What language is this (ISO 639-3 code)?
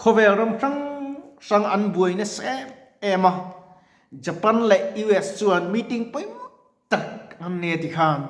lus